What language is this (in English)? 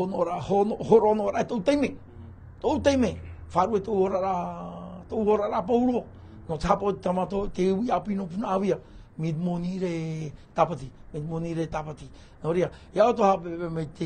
Tahitian